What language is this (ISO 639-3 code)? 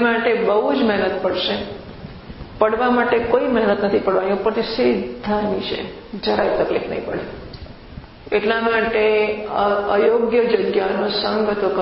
guj